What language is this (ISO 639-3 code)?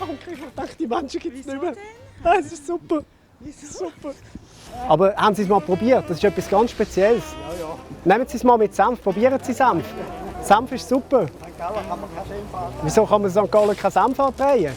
gsw